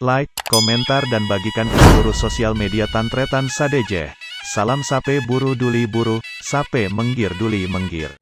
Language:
Madurese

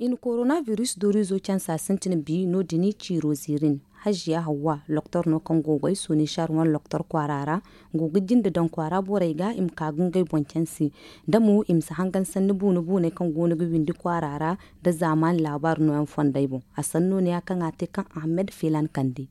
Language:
Zarma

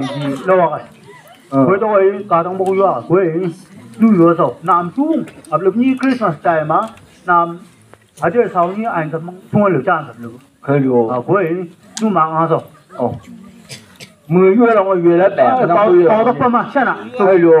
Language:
Chang Naga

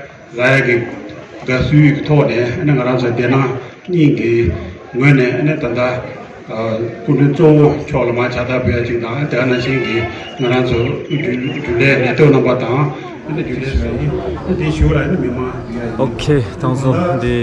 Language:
Tibetan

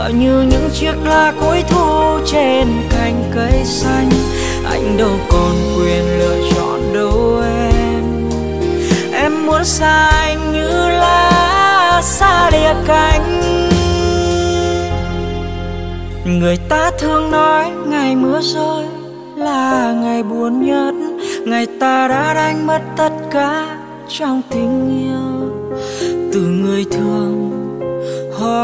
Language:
Vietnamese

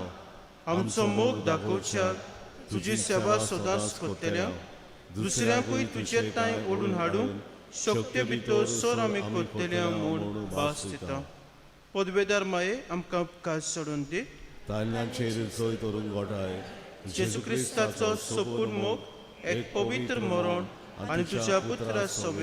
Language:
Konkani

